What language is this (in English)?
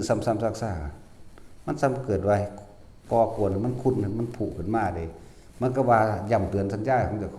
Northeastern Thai